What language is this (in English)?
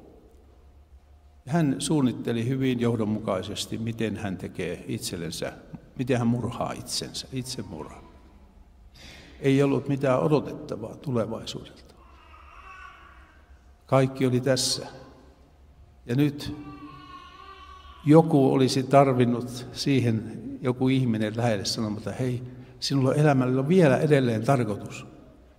Finnish